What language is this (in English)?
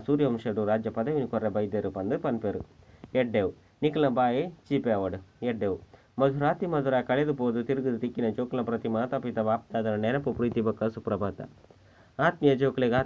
Tulu